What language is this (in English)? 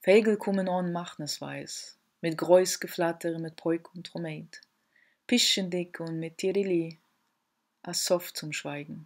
Yiddish